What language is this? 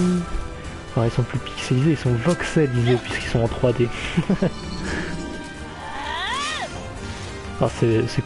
French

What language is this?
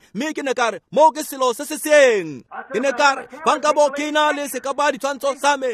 Tswana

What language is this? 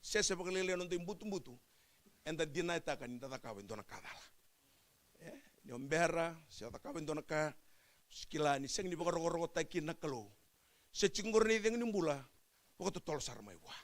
Fijian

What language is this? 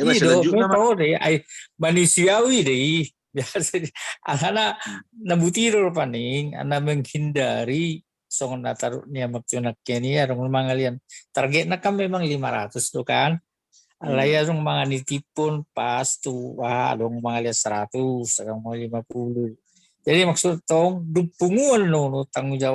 Batak Toba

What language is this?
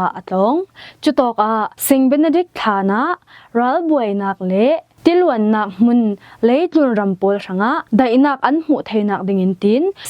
Falam Chin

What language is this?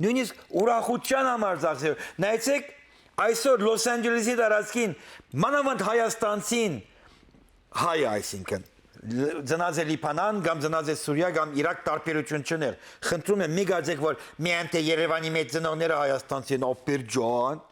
Western Armenian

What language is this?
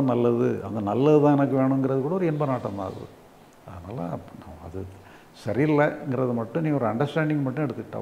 Tamil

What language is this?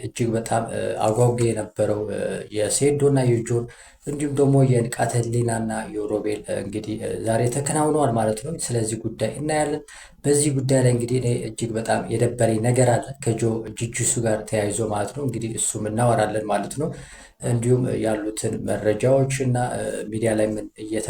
Amharic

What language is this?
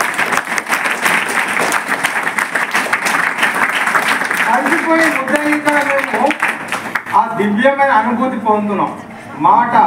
Telugu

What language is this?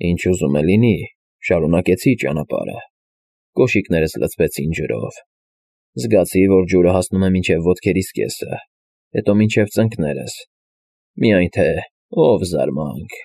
Armenian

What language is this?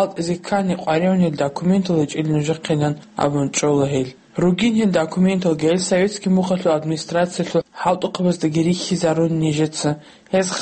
Avaric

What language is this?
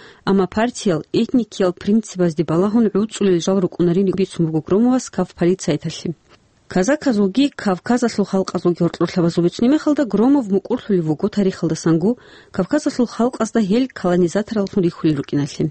Avaric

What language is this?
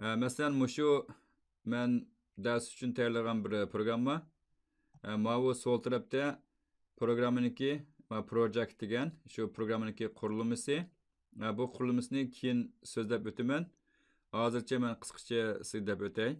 Uyghur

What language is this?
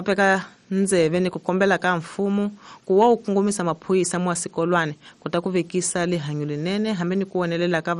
Tsonga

